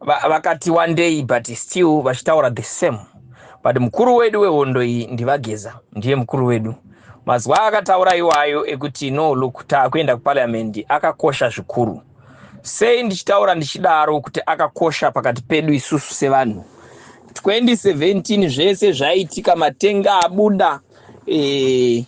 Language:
Shona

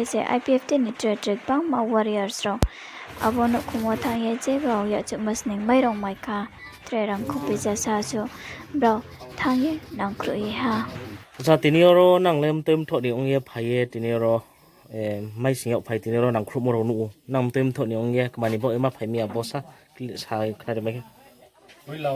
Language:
Riang (India)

